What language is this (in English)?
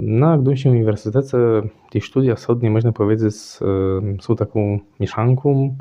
Kashubian